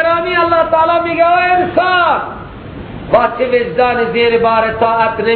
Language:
Persian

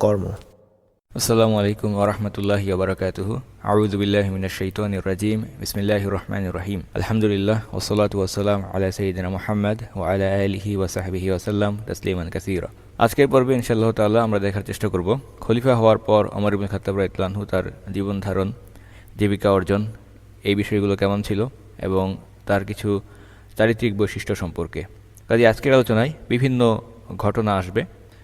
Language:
Bangla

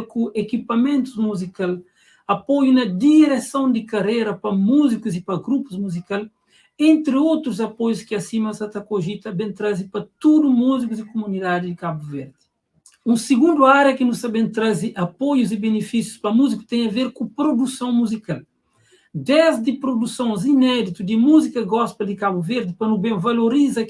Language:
Kabuverdianu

